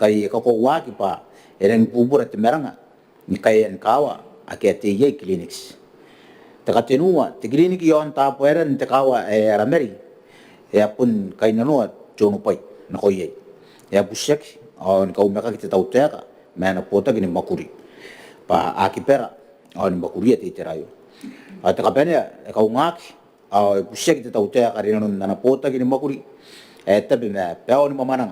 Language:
Gilbertese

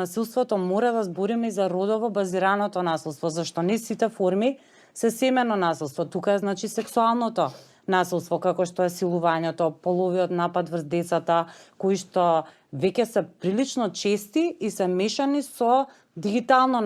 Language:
Macedonian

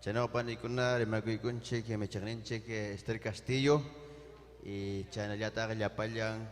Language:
Ayacucho Quechua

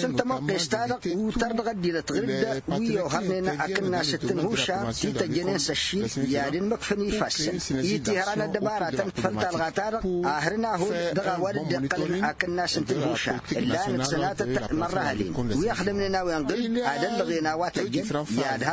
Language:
Tamasheq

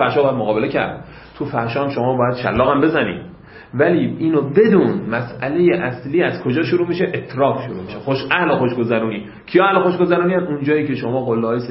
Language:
Persian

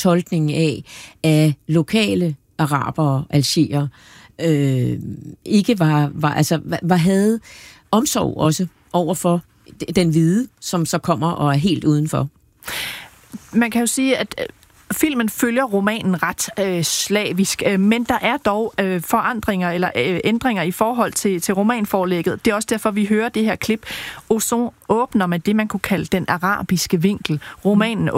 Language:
Danish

